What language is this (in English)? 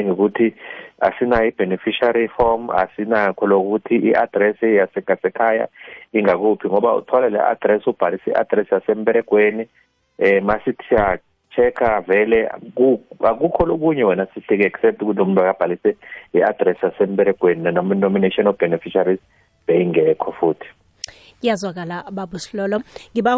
South Ndebele